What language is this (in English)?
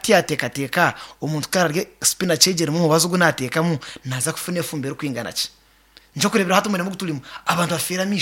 Nyankole